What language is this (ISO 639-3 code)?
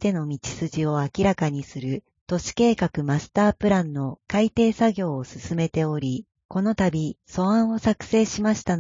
jpn